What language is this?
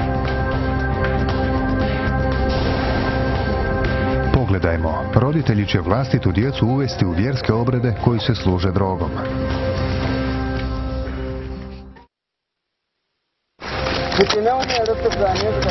Croatian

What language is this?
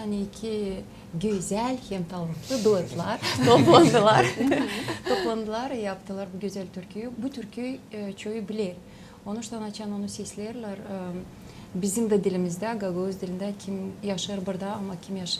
Gagauz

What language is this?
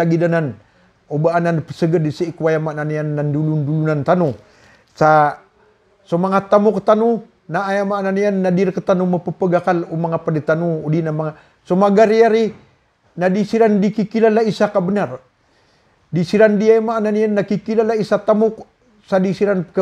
Maranao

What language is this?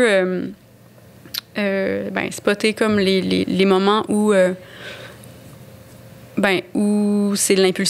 French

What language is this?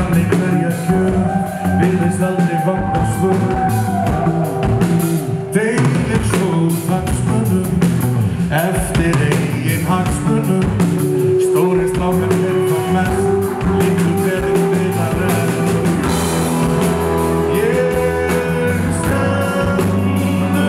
Icelandic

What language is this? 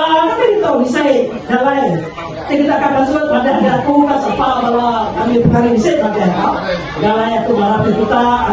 Iban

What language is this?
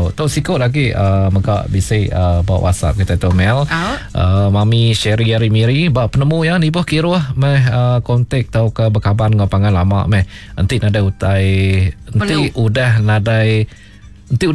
Iban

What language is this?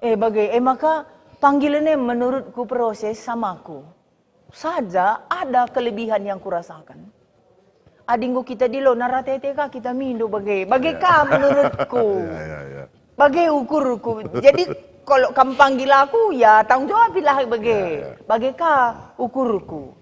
Batak Karo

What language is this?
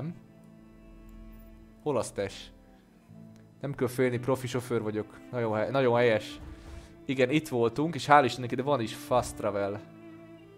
Hungarian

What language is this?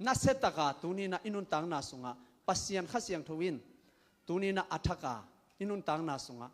Tedim Chin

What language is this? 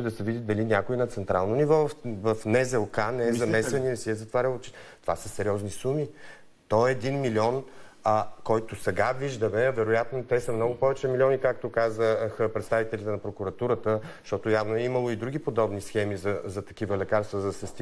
Bulgarian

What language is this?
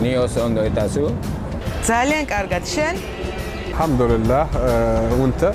Basque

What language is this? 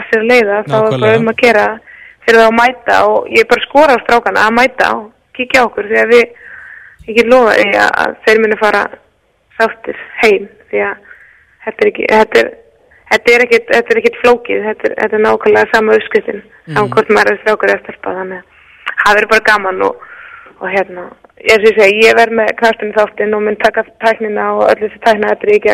Icelandic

